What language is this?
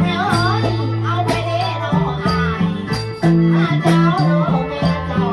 Northeastern Thai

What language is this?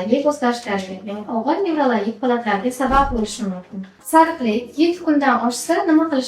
Uzbek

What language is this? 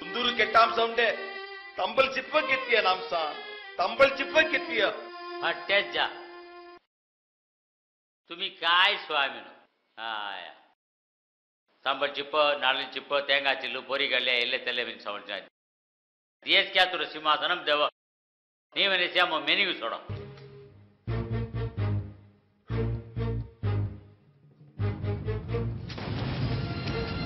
Saurashtra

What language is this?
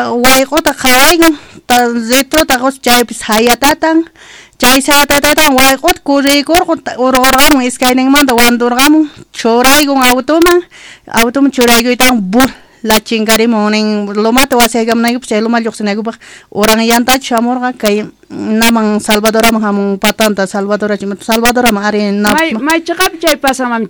South Bolivian Quechua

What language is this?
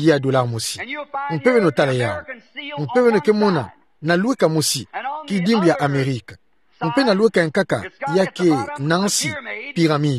Kituba (Democratic Republic of Congo)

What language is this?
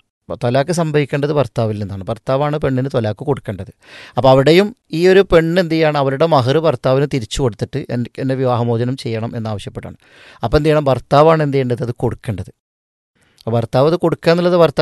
Malayalam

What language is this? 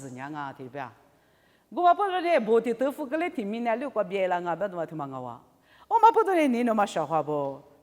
Lisu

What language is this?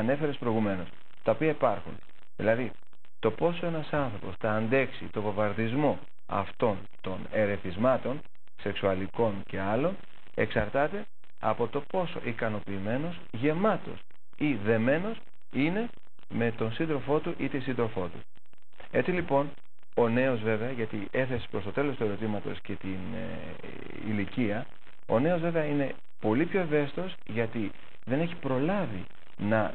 Greek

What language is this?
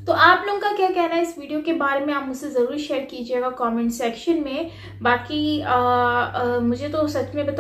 Hindi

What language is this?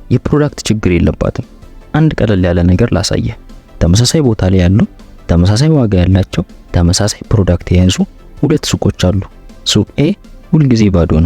Amharic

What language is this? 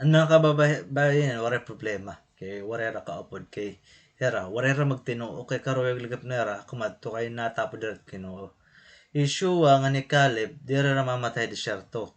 Waray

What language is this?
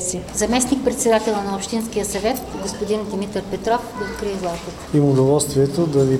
Bulgarian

